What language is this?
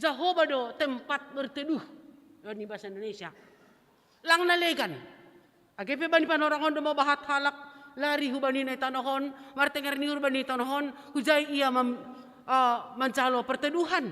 Batak Simalungun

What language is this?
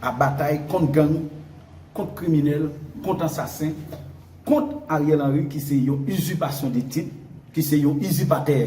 Haitian Creole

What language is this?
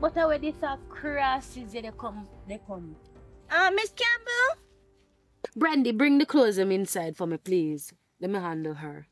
Jamaican Creole English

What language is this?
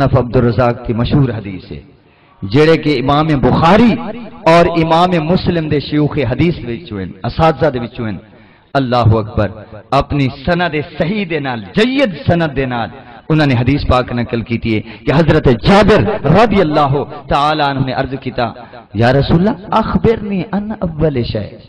Saraiki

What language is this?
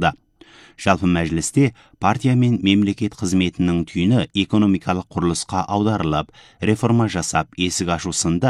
Kazakh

